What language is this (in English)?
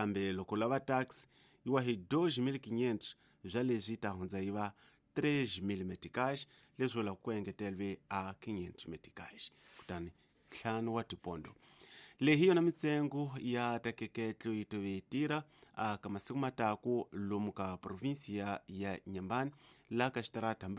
Tsonga